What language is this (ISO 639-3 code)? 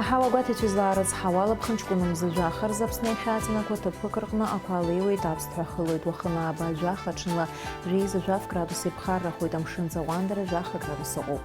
abk